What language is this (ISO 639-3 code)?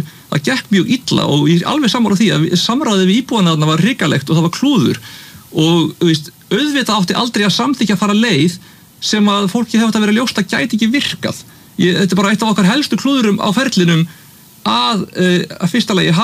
isl